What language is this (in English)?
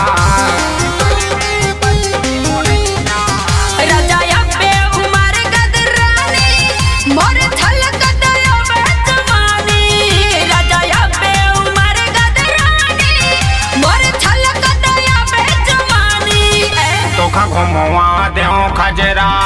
Bundeli